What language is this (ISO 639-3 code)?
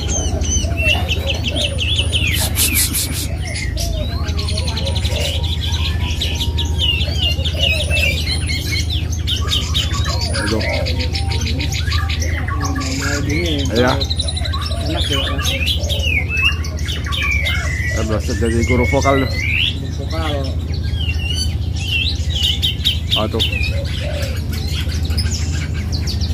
ind